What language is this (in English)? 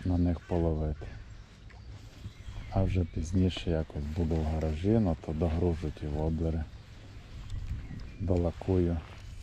Ukrainian